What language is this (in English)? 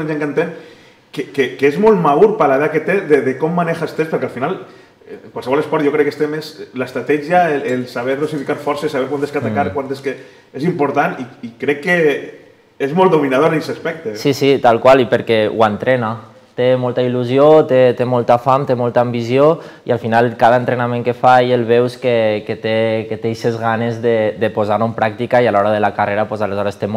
Catalan